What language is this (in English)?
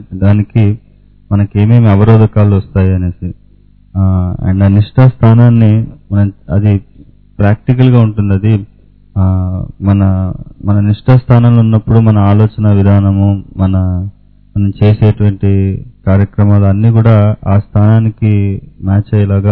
Telugu